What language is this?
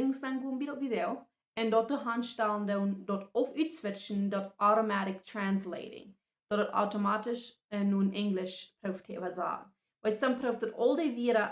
Plautdietsch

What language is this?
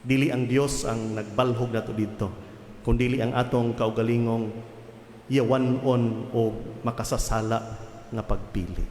Cebuano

